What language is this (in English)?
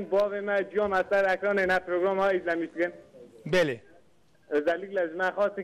Kurdish